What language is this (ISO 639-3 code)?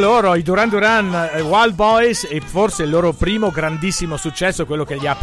ita